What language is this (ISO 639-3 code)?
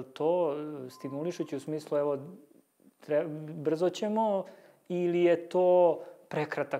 srp